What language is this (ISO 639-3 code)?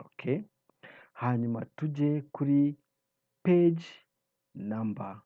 kin